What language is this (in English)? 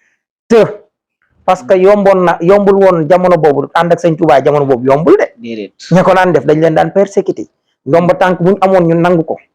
Wolof